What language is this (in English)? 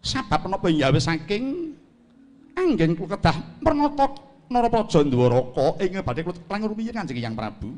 Javanese